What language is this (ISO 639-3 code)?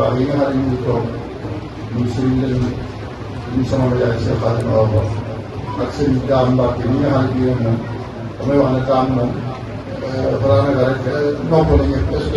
wol